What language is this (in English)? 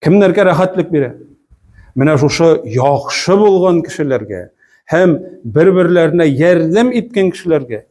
Tatar